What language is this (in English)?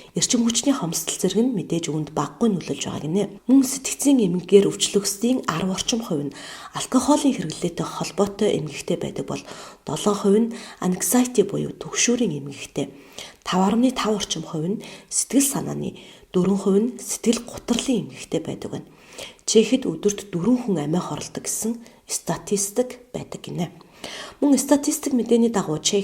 Mongolian